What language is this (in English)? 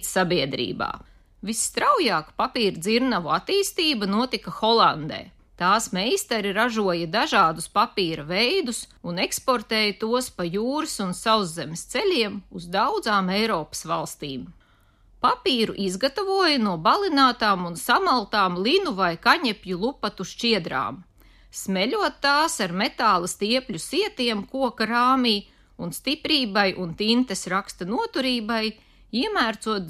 Latvian